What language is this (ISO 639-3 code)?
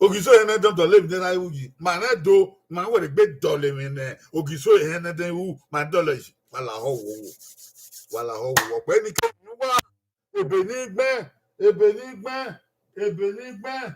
bin